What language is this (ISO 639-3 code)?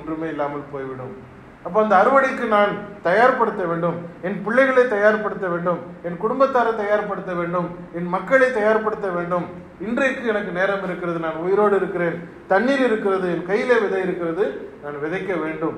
tam